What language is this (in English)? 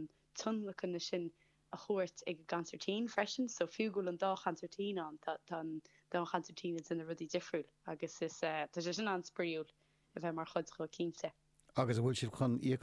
Irish